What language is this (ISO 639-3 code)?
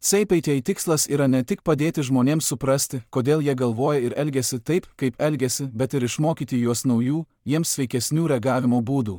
lit